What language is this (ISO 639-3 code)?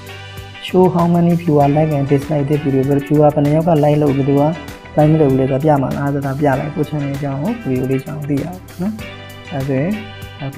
mya